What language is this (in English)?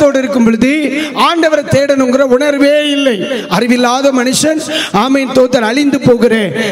Tamil